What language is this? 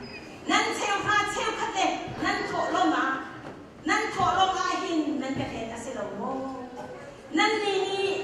Hakha Chin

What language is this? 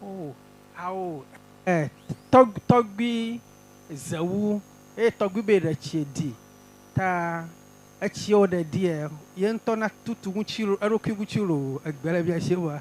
Ewe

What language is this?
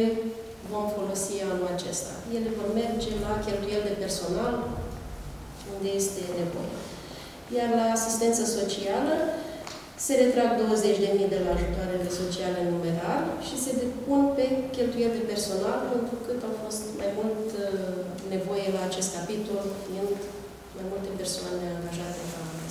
Romanian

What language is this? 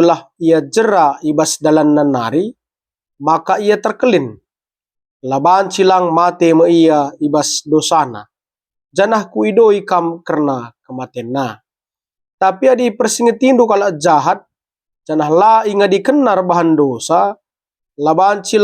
Batak Karo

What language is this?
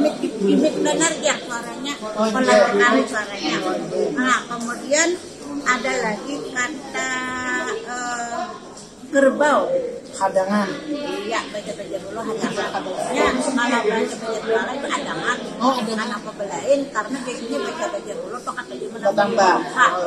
Banjar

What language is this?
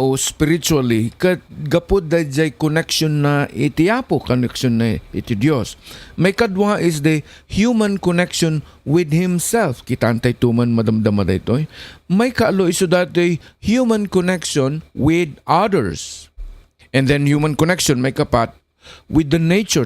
Iloko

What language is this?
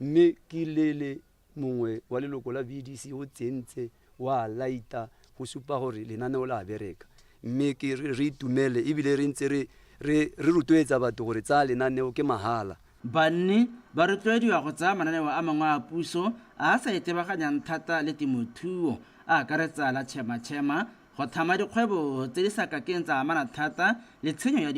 Tswana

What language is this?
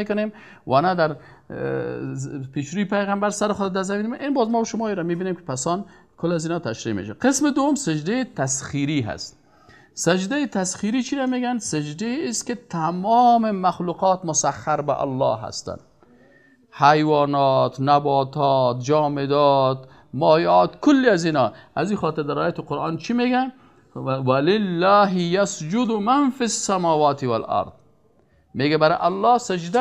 Persian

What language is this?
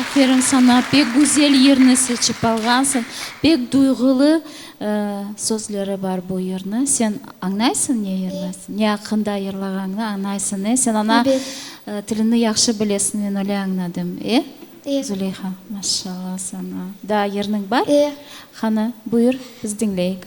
Crimean Tatar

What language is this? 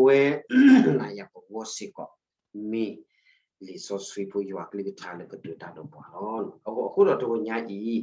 S'gaw Karen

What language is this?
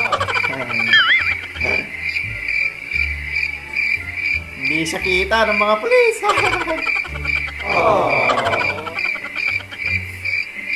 Filipino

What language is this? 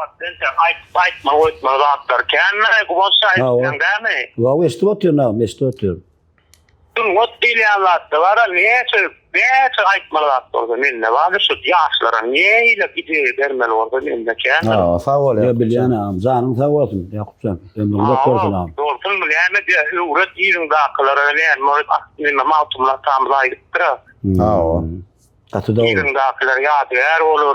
Turkmen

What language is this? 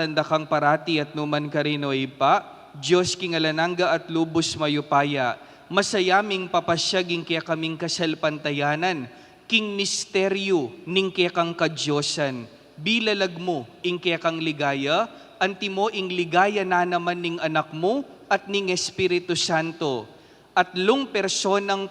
Pampanga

